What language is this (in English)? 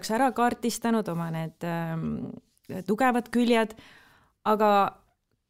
Estonian